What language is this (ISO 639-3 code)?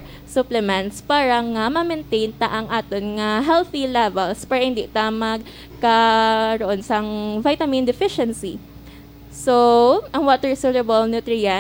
hil